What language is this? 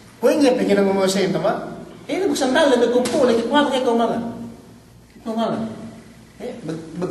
Yakan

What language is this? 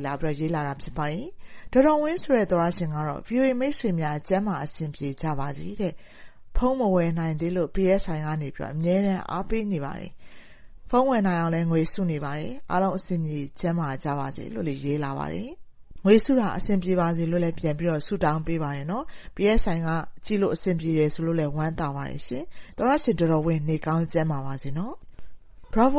Burmese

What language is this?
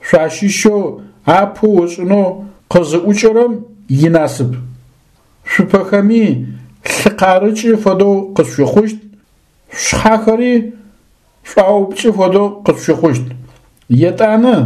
Adyghe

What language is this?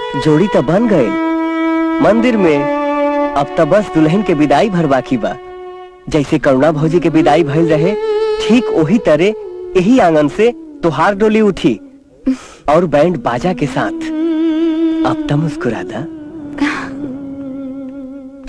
Bhojpuri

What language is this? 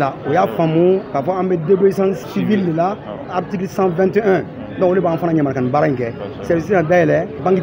Bambara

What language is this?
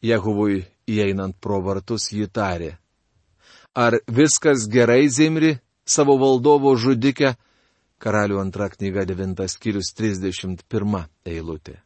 Lithuanian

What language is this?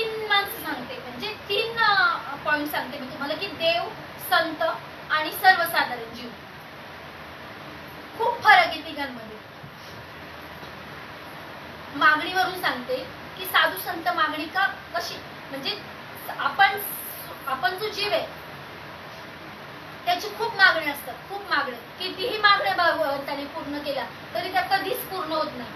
Marathi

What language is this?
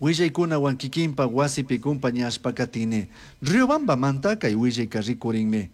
Chimborazo Highland Quichua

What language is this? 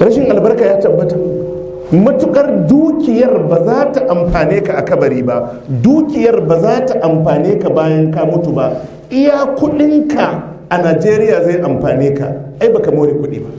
Hausa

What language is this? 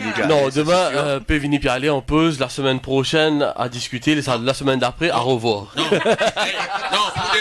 Morisyen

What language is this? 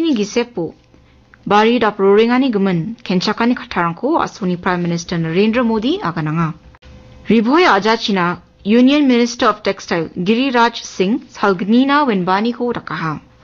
Garo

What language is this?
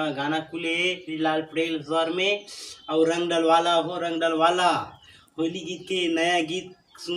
Chhattisgarhi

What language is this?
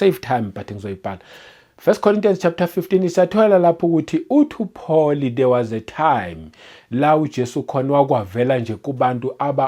Zulu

